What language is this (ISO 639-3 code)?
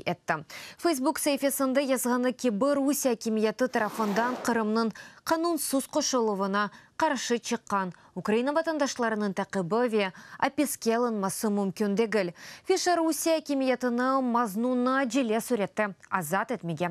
crh